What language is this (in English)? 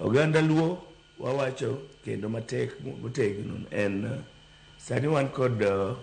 Luo (Kenya and Tanzania)